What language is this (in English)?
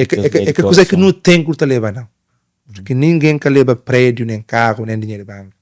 Kabuverdianu